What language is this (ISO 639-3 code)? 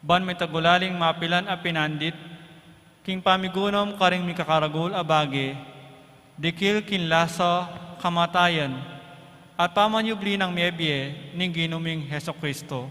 pam